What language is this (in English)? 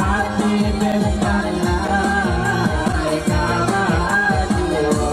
Minangkabau